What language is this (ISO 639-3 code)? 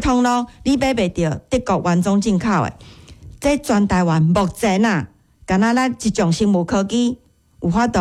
nan